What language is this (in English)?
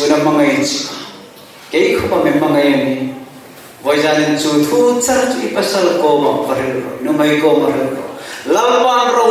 Hmar